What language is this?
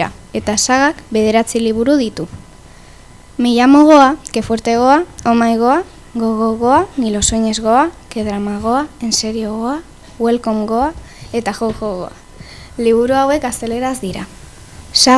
Basque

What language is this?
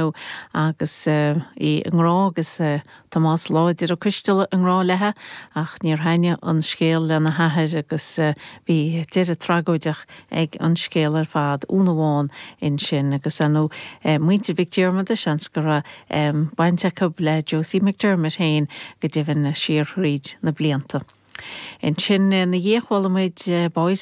Irish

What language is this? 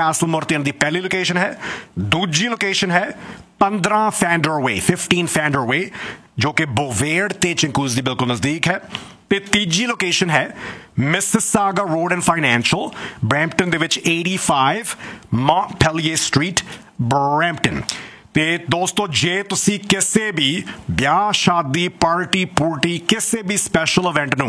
Punjabi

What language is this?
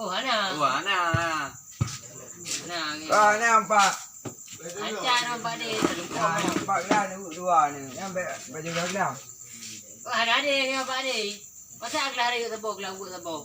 Achinese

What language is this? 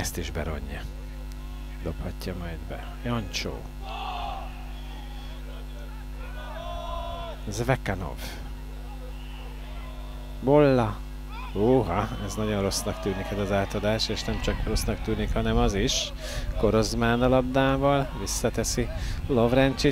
Hungarian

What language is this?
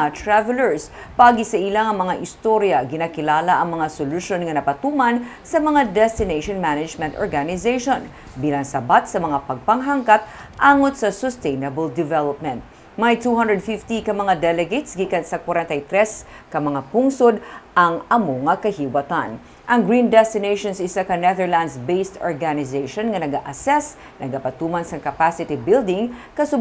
Hiligaynon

